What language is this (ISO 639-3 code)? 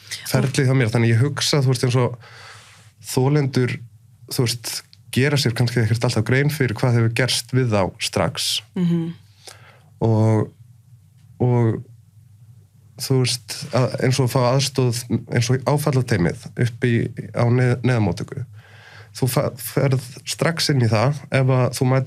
isl